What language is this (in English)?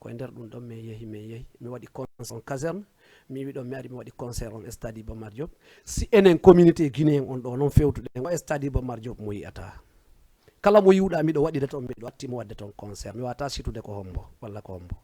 Fula